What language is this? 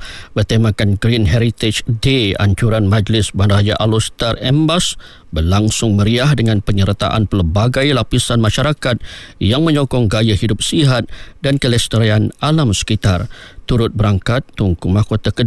Malay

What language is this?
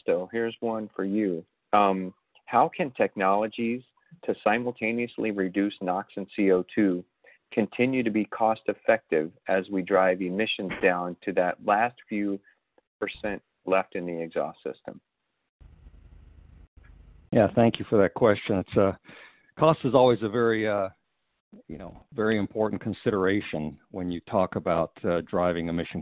English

